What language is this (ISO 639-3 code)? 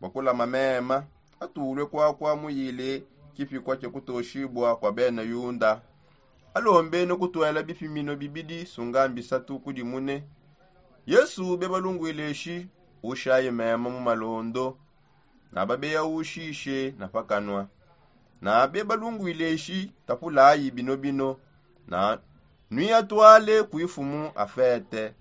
sop